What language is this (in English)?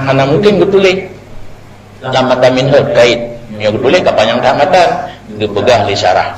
Achinese